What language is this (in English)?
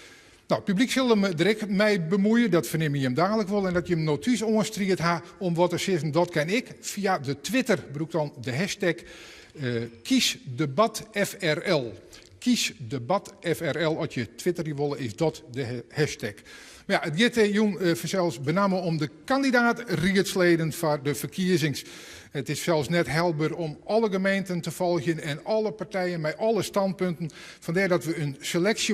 Western Frisian